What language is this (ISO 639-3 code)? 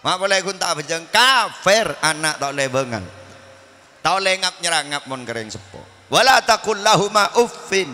mad